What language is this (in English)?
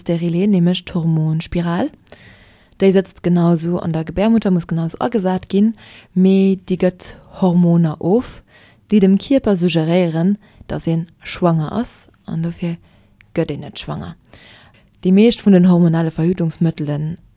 Luxembourgish